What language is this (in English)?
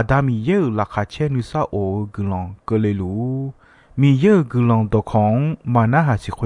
Akha